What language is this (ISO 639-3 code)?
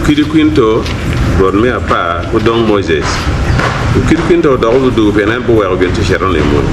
ach